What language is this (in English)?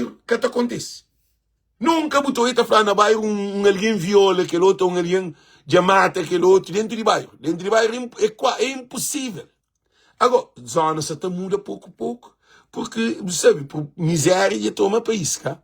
Kabuverdianu